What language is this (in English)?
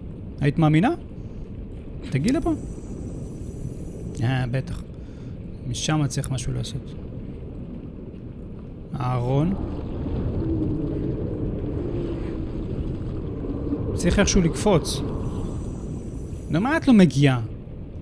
Hebrew